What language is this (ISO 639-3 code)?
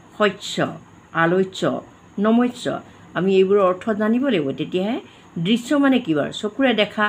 asm